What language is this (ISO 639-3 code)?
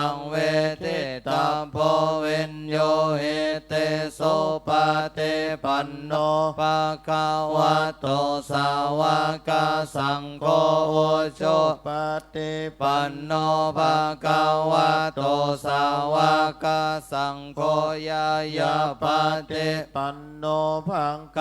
pli